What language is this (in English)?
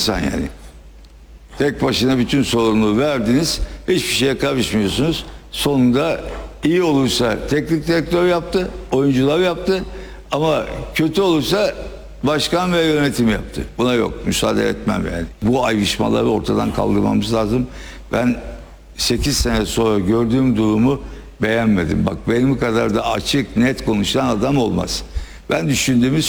Turkish